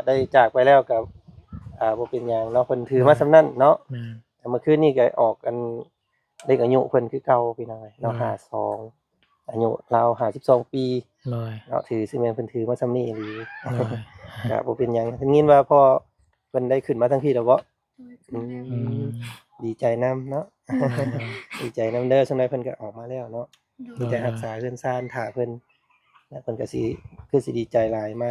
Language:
Lao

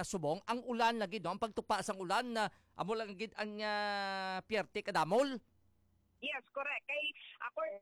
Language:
Hiligaynon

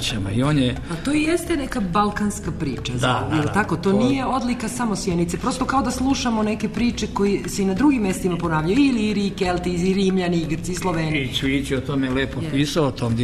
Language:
Serbian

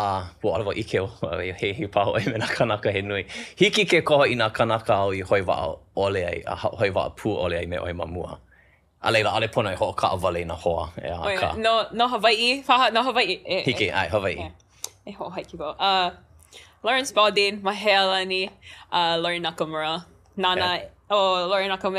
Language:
Hawaiian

